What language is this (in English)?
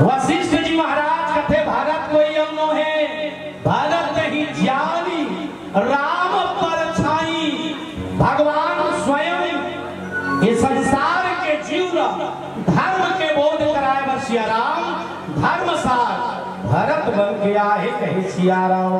Chhattisgarhi